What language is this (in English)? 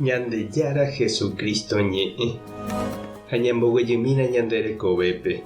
Guarani